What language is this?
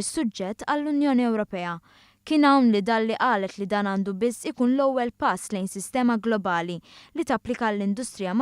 Maltese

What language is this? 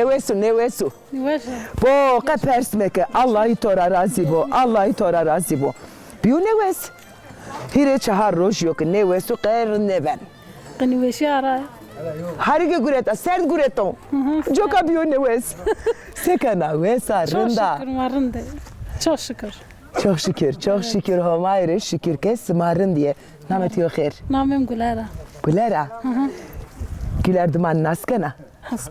Zaza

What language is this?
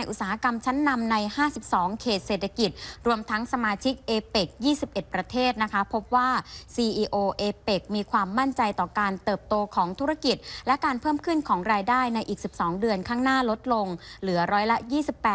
Thai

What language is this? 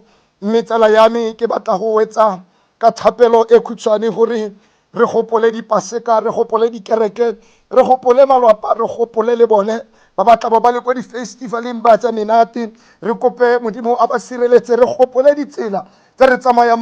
Tswana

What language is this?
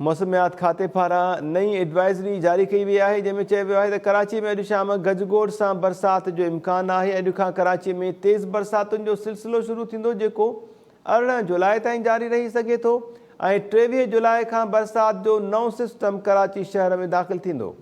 Sindhi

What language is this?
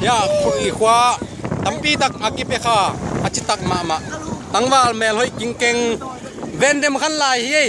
Tedim Chin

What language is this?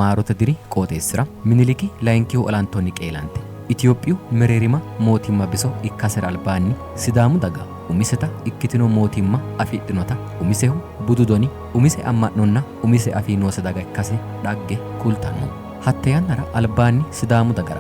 Sidamo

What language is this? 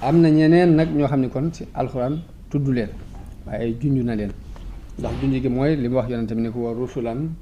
Wolof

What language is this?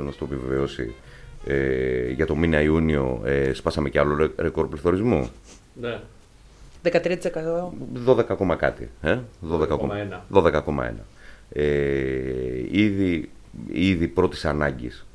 Greek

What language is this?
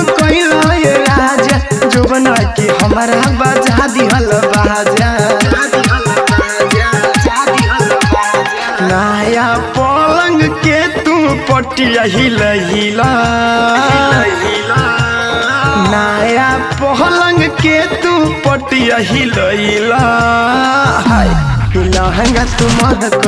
Bhojpuri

